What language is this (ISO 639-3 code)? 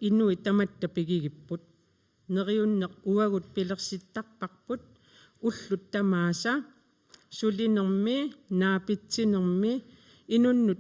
kal